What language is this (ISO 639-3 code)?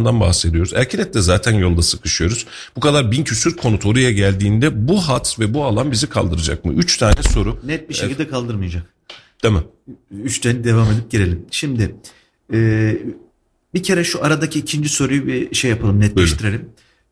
tur